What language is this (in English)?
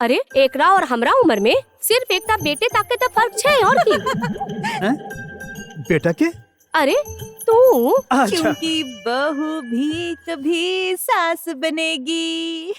Maithili